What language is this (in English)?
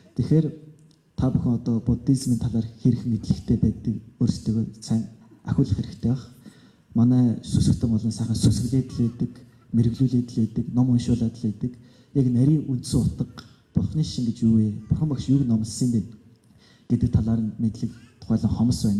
Mongolian